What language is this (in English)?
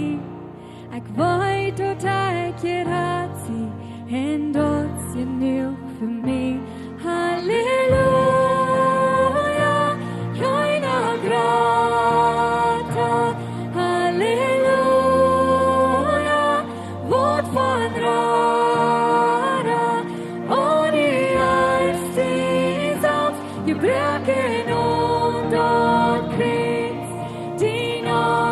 Plautdietsch